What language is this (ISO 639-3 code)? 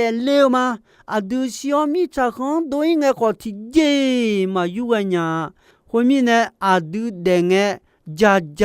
ahk